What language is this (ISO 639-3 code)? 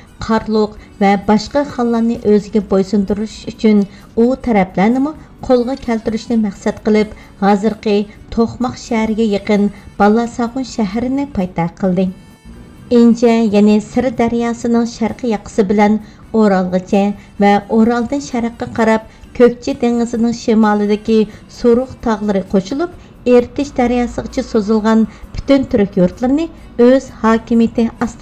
uig